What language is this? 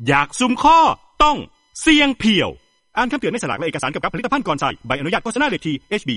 Thai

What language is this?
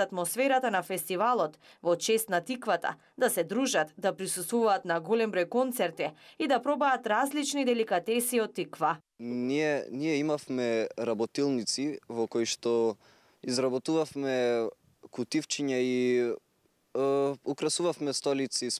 Macedonian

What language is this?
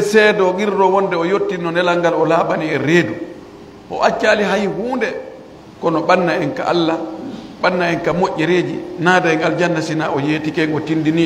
Pular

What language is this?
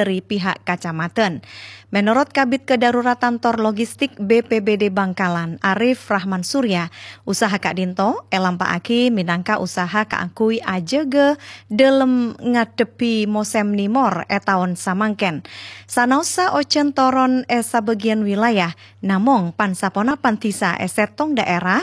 Madurese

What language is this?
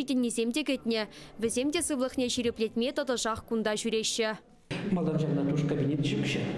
Chuvash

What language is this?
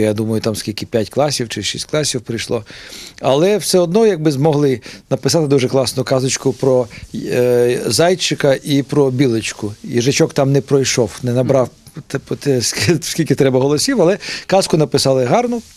Ukrainian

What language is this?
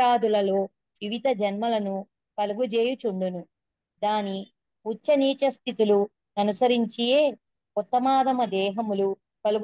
Telugu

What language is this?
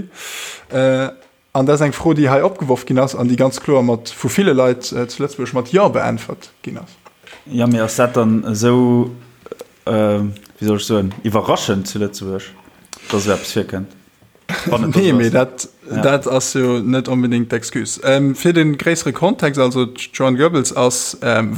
Luxembourgish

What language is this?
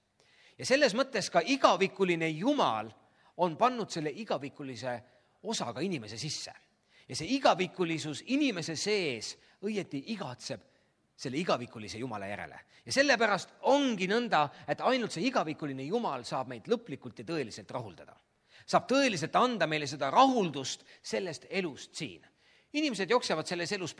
Estonian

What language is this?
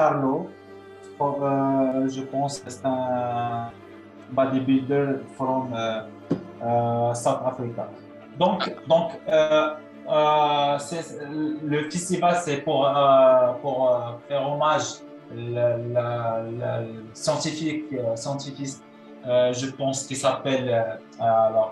French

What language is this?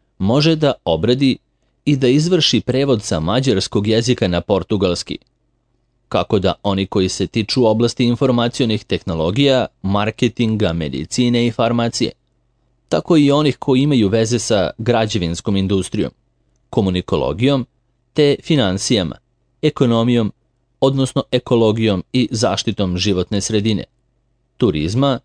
Serbian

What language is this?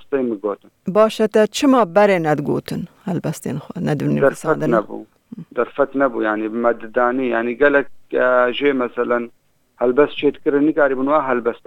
Kurdish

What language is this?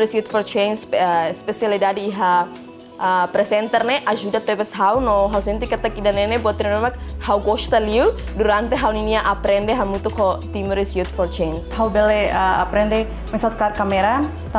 Tetum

